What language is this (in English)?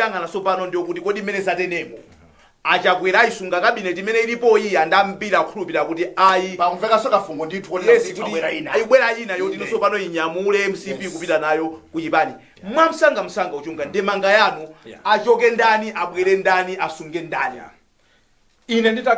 Nyanja